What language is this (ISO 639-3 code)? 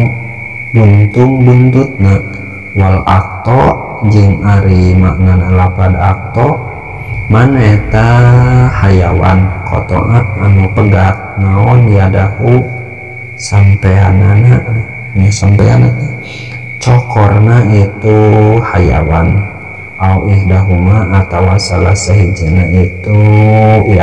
sun